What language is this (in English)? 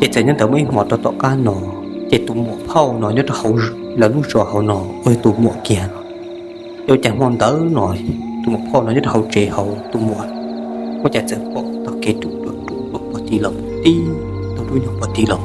Hmong